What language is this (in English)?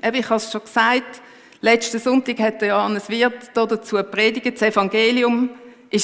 Swiss German